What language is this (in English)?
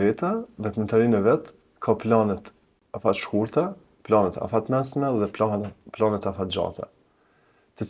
Albanian